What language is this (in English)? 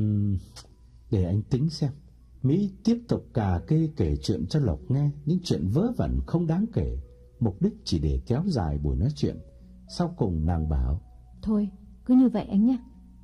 Vietnamese